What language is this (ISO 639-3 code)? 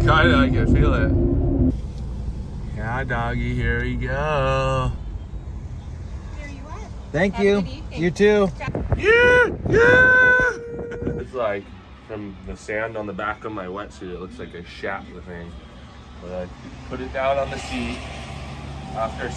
eng